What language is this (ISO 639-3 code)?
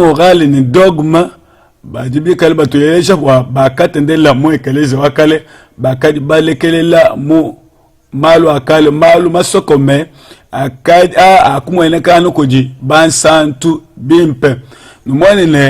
lua